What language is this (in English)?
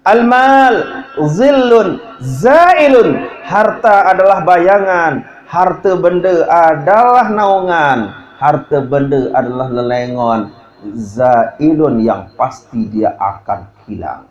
Sasak